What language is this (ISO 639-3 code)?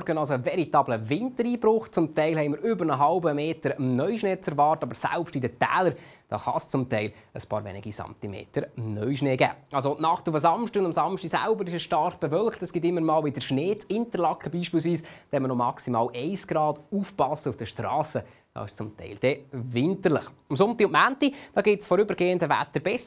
gsw